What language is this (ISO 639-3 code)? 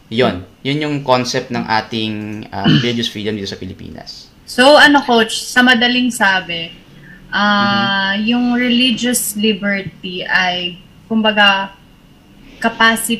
fil